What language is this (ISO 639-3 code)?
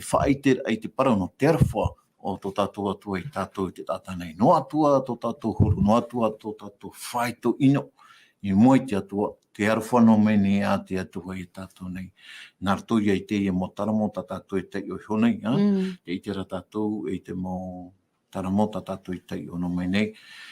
tah